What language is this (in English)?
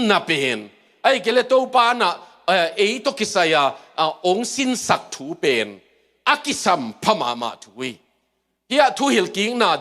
Tedim Chin